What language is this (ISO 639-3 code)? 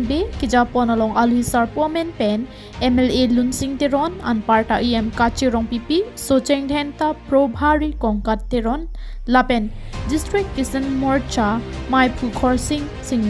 mjw